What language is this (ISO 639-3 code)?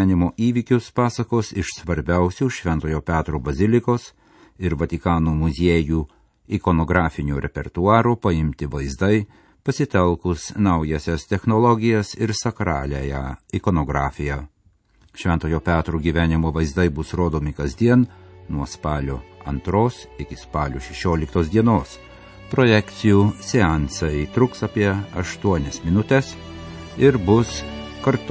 lit